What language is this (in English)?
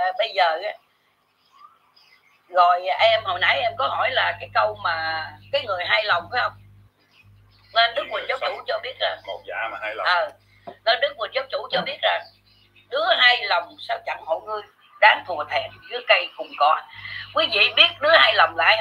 Vietnamese